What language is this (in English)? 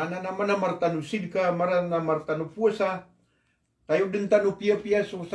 Maranao